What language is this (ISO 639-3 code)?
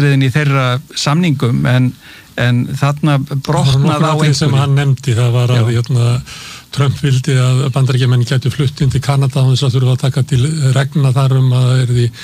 isl